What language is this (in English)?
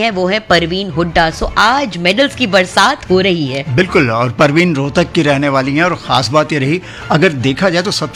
Hindi